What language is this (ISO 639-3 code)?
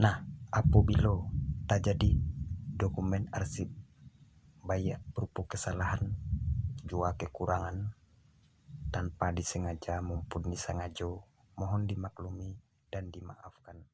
min